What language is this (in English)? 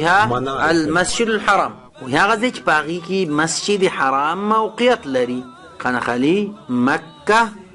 Pashto